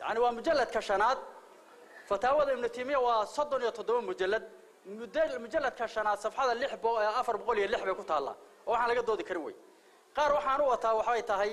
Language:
Somali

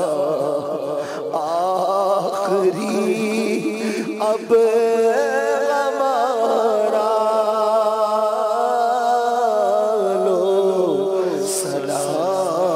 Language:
Urdu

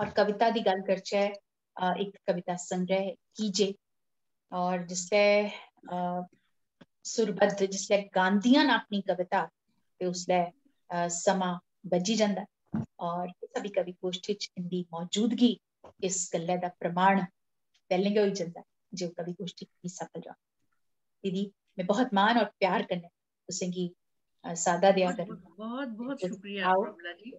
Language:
Dogri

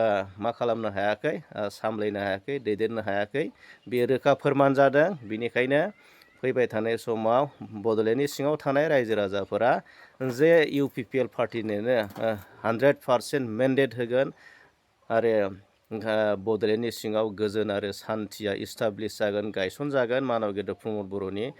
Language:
Bodo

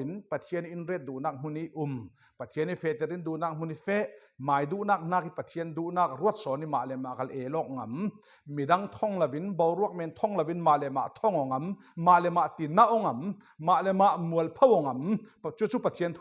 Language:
Falam Chin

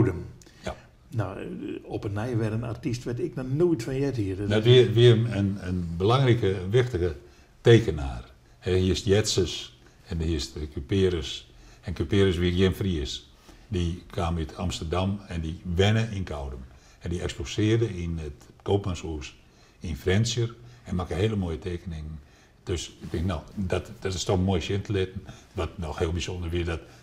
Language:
Western Frisian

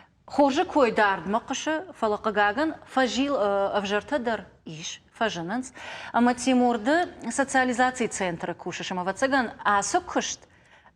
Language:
Ossetic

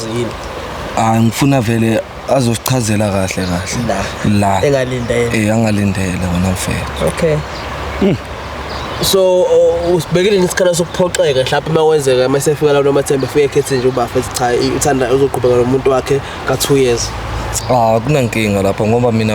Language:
Zulu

